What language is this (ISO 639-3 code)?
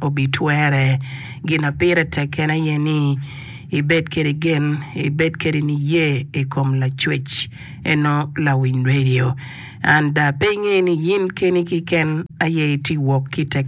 ach